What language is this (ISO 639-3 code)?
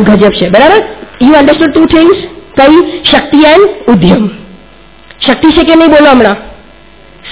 guj